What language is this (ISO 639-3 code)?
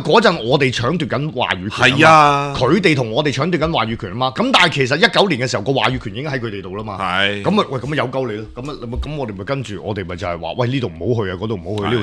yue